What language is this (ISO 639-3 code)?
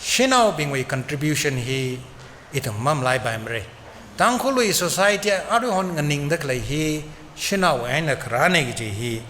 nmf